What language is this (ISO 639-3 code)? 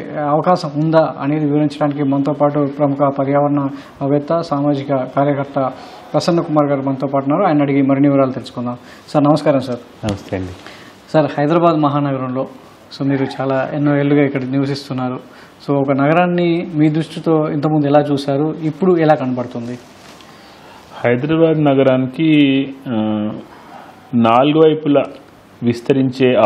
tel